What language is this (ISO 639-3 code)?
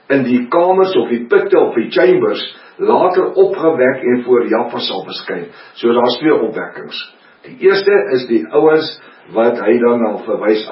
afr